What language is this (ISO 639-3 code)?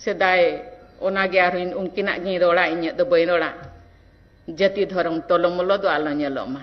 sat